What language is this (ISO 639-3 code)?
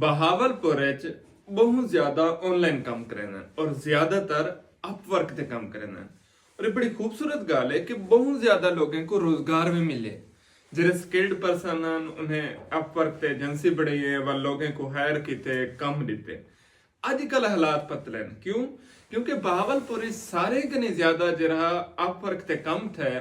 skr